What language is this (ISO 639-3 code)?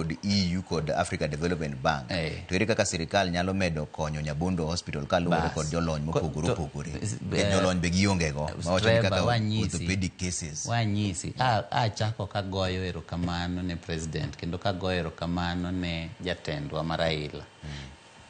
luo